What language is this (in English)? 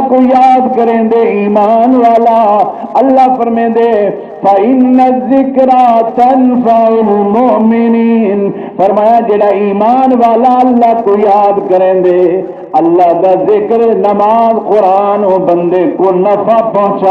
Saraiki